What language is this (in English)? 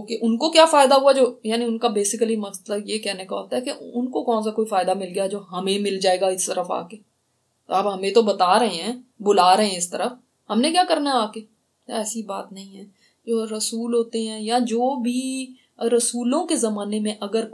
Urdu